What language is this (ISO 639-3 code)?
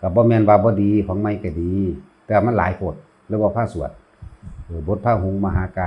tts